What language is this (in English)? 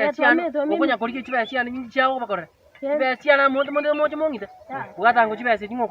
Gusii